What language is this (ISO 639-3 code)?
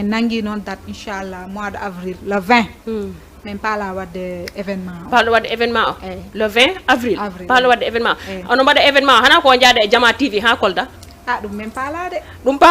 ful